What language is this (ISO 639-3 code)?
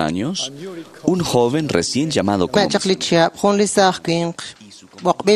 kek